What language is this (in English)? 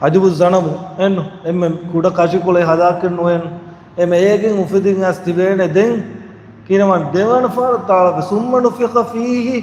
Divehi